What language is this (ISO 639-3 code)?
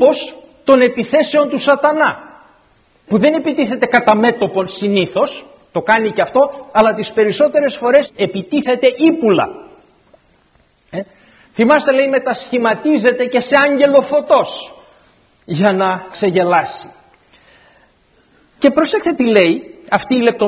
ell